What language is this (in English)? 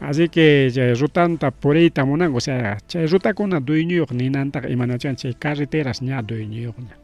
Ayacucho Quechua